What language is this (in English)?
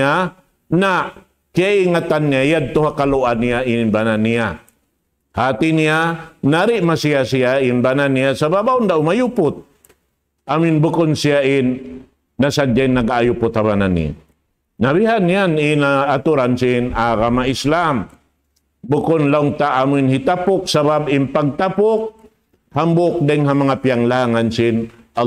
Tausug